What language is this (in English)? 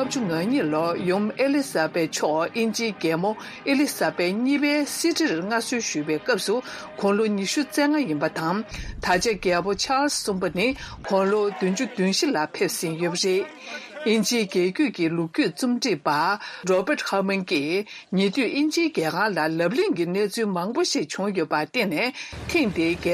Tibetan